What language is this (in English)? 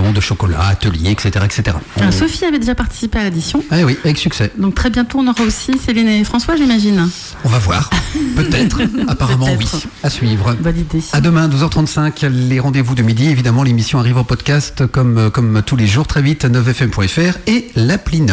French